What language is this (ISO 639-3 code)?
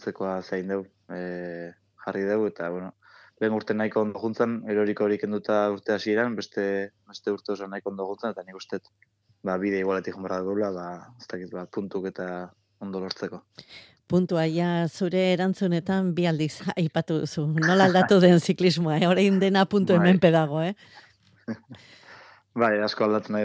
eus